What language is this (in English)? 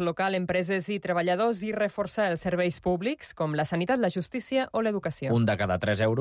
Catalan